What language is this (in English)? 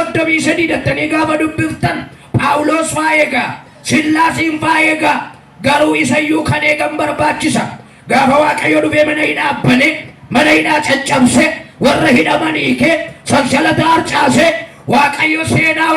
Oromo